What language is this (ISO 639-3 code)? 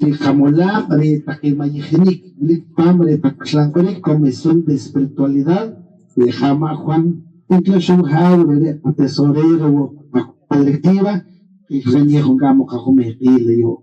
poh